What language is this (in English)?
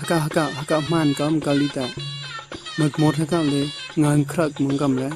Mon